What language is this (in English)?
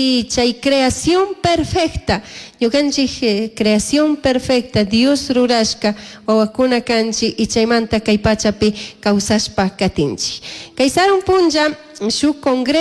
Chimborazo Highland Quichua